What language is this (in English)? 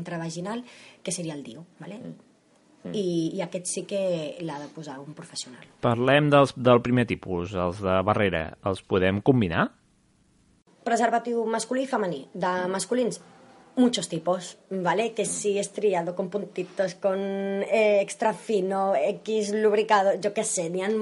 Catalan